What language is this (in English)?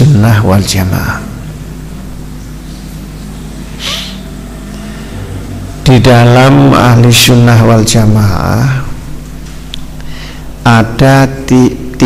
Indonesian